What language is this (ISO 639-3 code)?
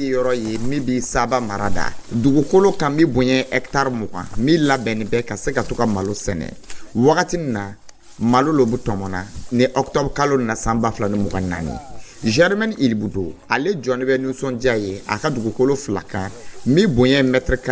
dyu